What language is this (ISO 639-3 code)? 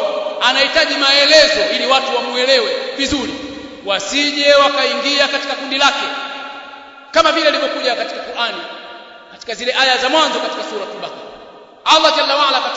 swa